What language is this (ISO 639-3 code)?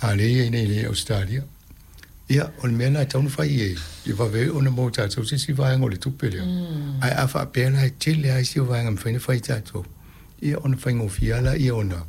smo